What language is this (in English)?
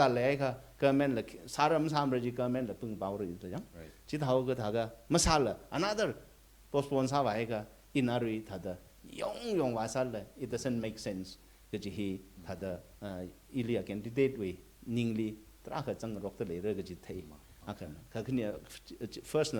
Tangkhul Naga (India)